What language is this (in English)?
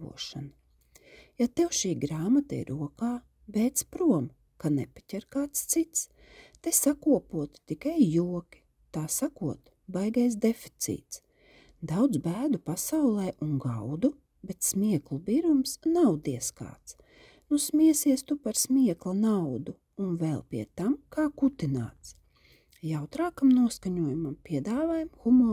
Latvian